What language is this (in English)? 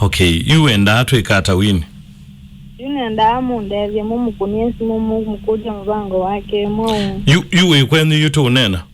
Kamba